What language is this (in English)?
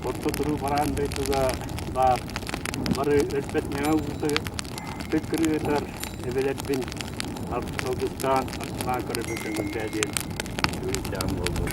Yakut